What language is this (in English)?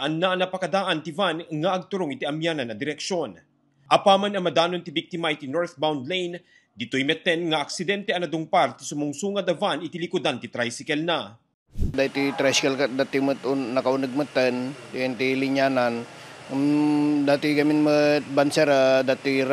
Iloko